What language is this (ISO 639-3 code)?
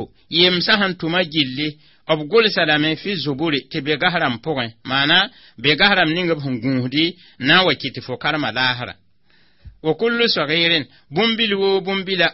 mos